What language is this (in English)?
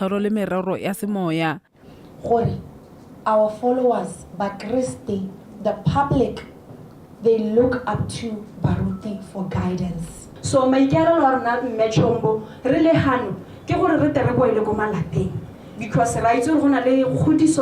Tswana